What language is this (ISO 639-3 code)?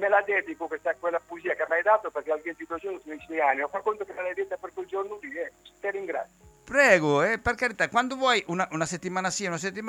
ita